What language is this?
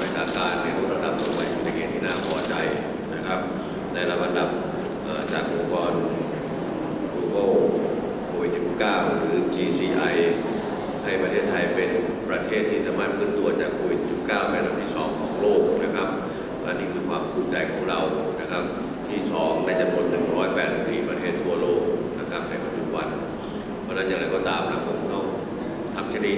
Thai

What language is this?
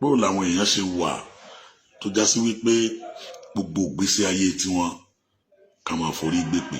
Yoruba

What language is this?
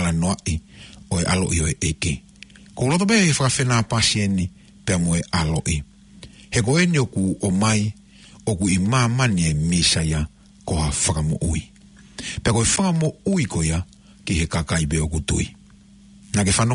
Tongan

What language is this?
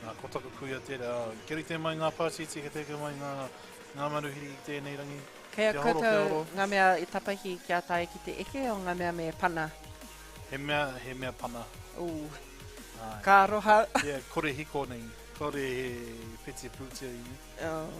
Māori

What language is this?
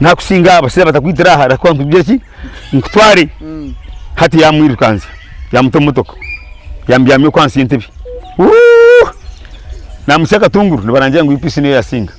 Nyankole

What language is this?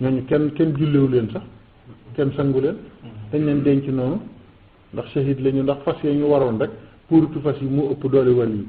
Wolof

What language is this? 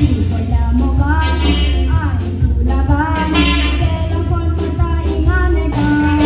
Konkani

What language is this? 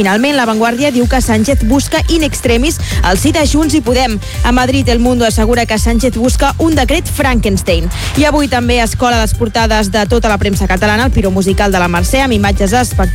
Catalan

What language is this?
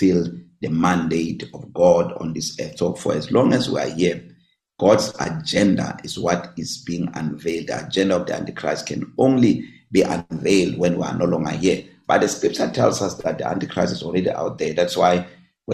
English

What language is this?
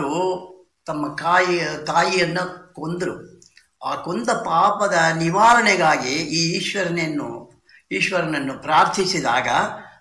Kannada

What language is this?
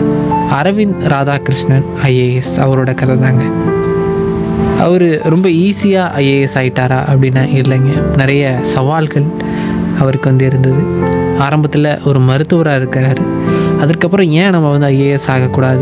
Tamil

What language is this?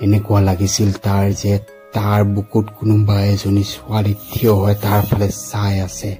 Assamese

